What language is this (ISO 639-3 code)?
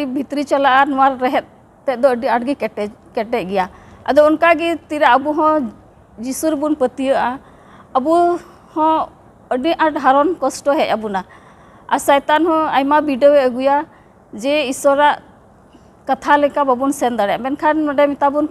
sat